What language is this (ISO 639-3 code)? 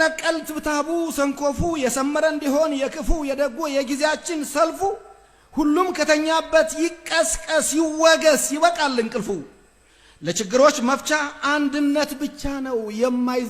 amh